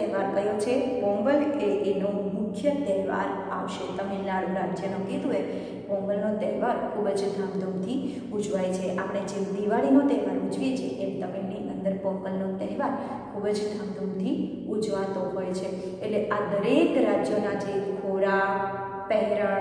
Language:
Gujarati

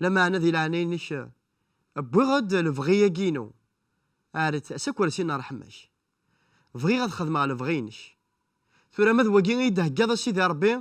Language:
Kabyle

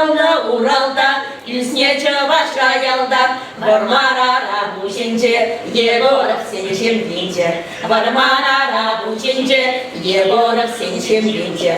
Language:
Chuvash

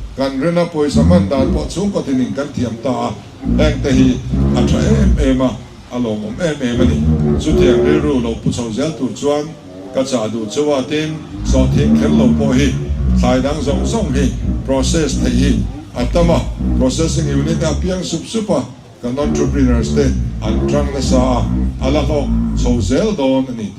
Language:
Mizo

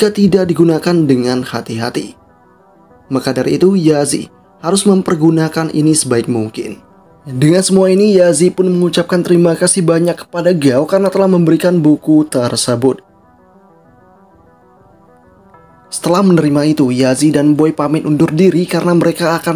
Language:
Indonesian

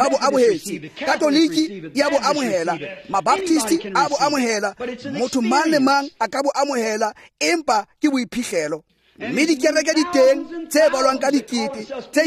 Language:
Tswana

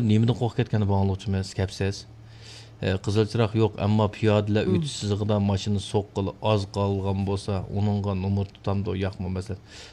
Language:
Uyghur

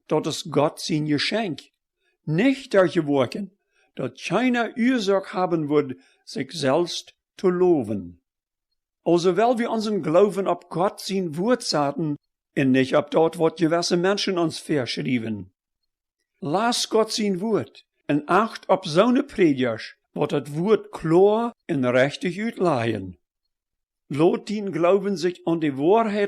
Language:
Plautdietsch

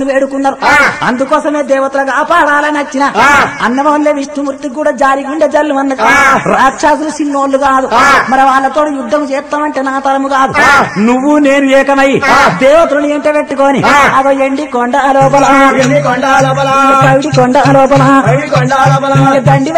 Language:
Telugu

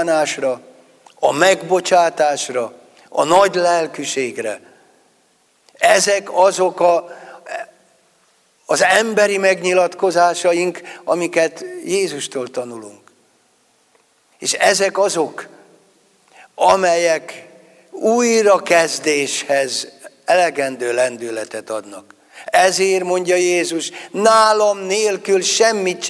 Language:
Hungarian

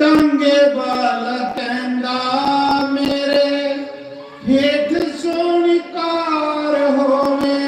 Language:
Dogri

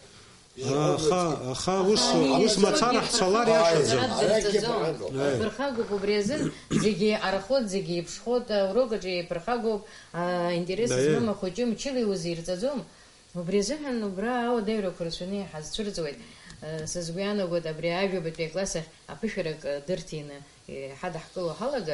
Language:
Abkhazian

